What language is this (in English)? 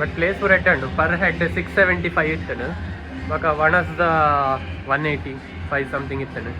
Tulu